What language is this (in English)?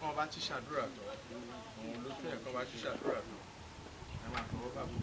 Yoruba